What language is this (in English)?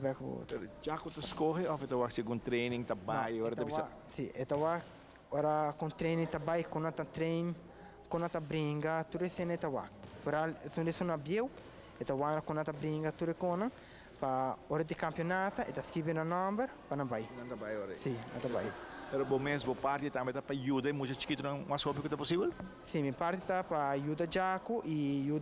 Papiamento